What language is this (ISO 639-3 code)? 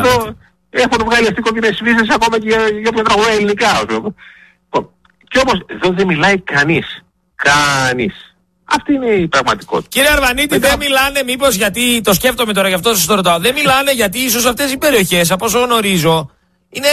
ell